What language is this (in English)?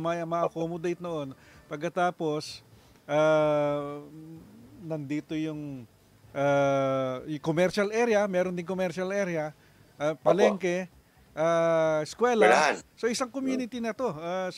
Filipino